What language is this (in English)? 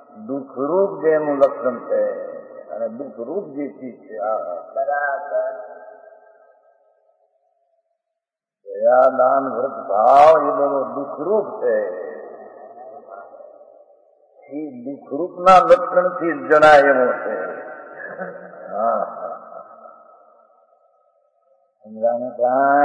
Gujarati